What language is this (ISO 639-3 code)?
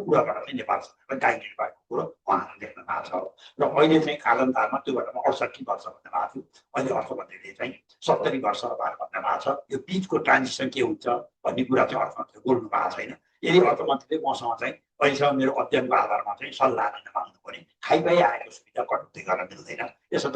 nep